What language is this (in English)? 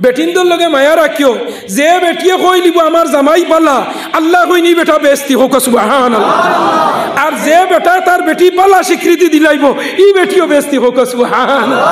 Sylheti